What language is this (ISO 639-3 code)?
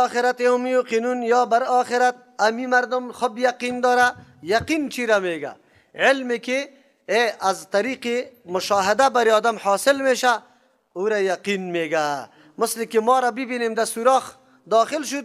fas